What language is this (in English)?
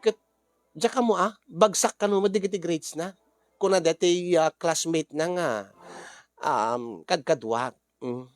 Iloko